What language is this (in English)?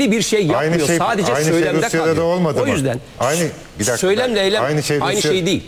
Turkish